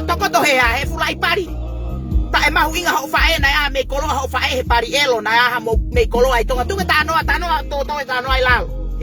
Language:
Tongan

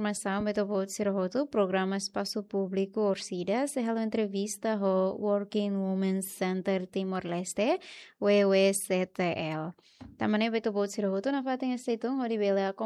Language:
Tetum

